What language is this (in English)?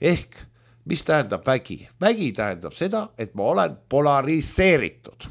Estonian